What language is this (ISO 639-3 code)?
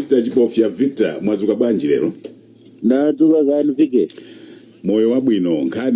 nya